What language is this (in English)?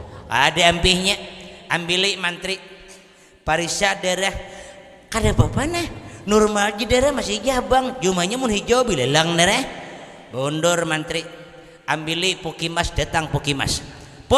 Banjar